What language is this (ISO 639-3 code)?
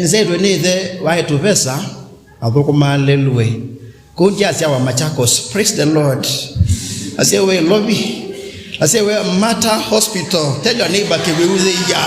kam